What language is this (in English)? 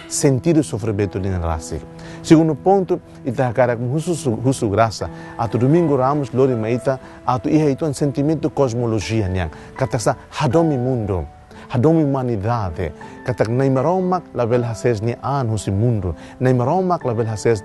Tetum